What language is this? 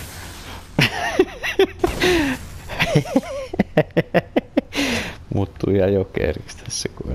Finnish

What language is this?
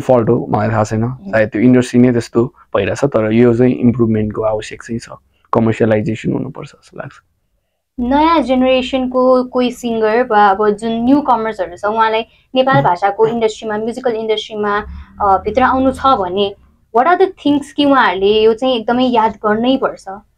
Nepali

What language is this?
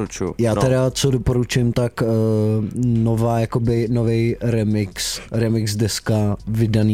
Czech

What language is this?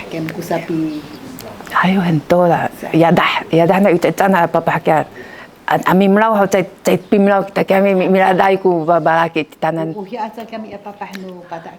Sakizaya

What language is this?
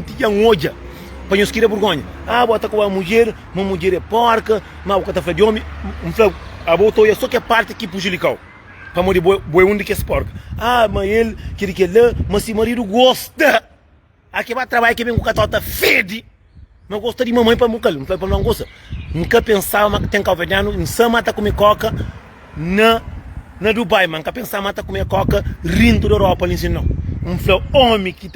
Kabuverdianu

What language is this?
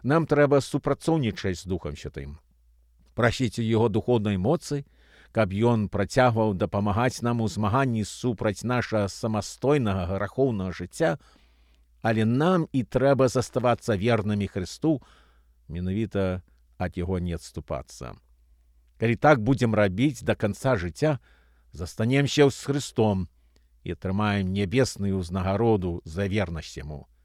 Belarusian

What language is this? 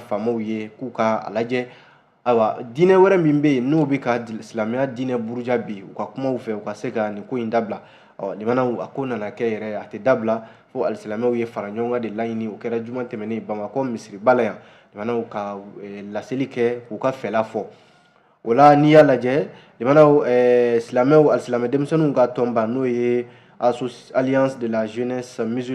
Bambara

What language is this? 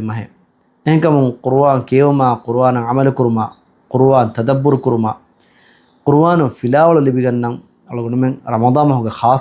Divehi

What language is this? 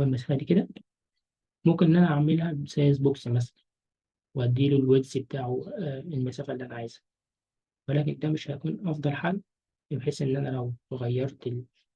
Egyptian Arabic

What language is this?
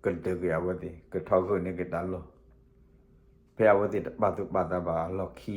S'gaw Karen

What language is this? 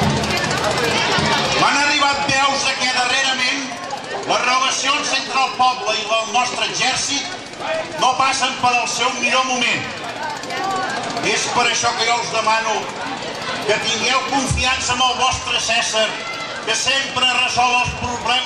Catalan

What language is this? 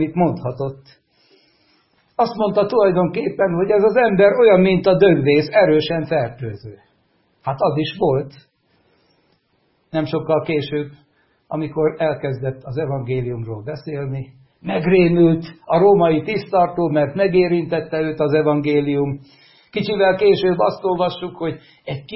Hungarian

